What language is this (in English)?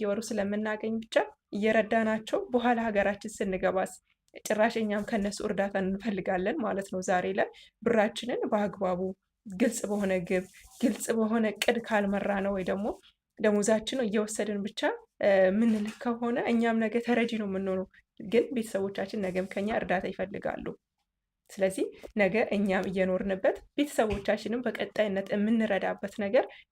Amharic